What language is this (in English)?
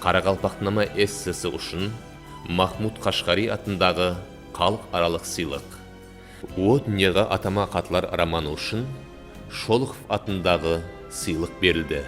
Kara-Kalpak